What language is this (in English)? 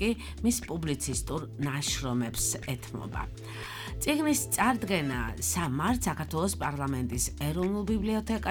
Georgian